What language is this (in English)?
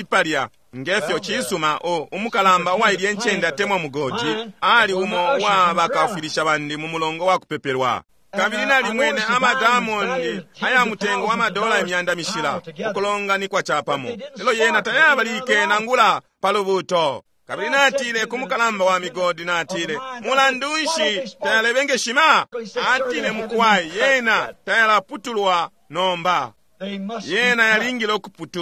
Bemba